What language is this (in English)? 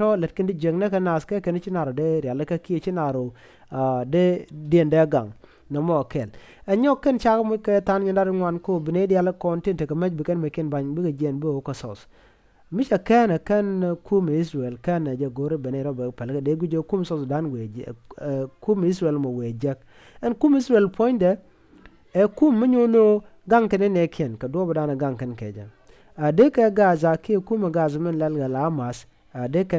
Nuer